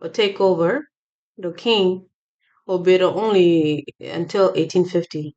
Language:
Acoli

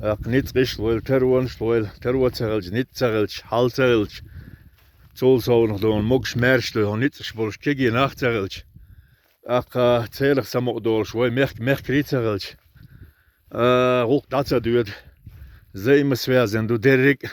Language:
Chechen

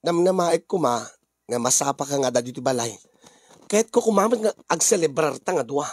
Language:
Iloko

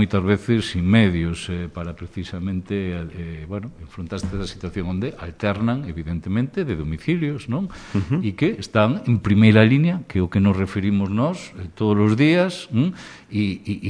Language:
Galician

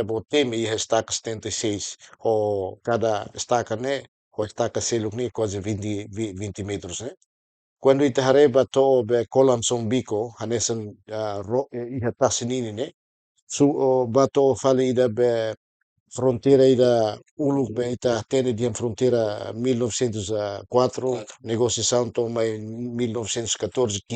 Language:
Tetum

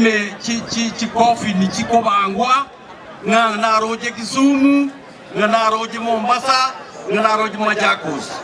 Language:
Gusii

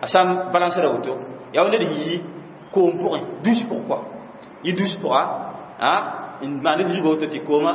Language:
Mossi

